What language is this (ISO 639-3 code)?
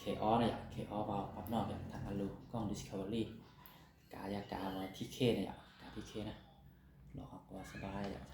hmn